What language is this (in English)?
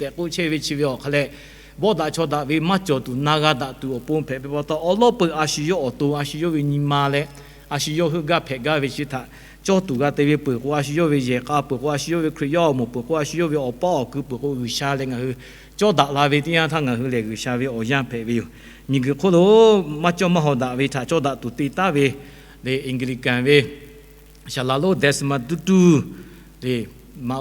Lahu